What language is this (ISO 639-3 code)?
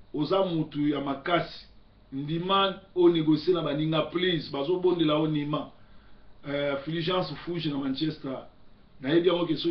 lin